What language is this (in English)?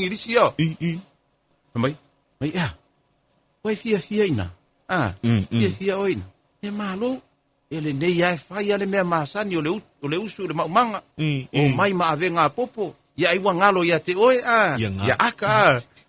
Samoan